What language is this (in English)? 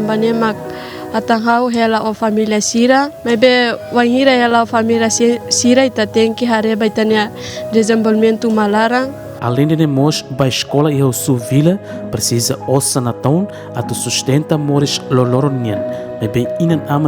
Tetum